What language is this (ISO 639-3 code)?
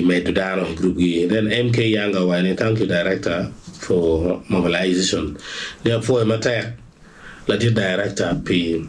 ach